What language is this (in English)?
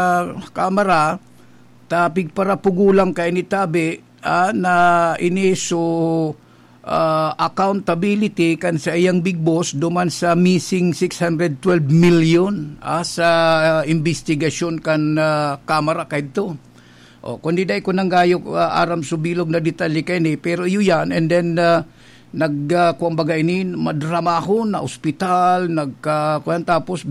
Bikol